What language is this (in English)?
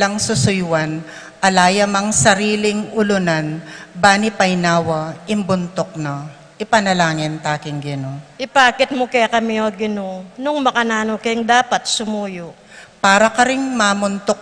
Pampanga